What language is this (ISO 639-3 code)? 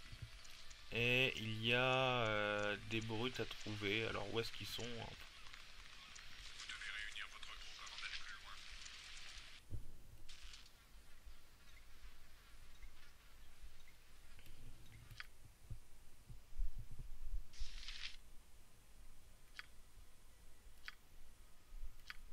fra